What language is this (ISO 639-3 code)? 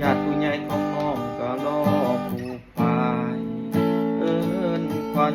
tts